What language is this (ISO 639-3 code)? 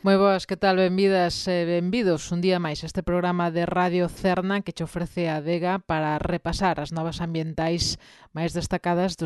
glg